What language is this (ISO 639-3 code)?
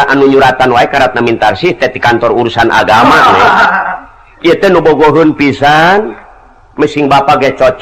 sun